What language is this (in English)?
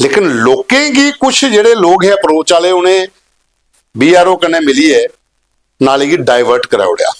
Dogri